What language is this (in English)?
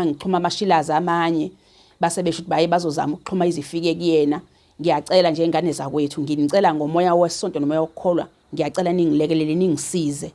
Zulu